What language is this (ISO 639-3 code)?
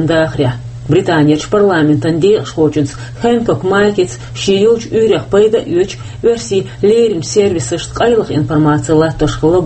che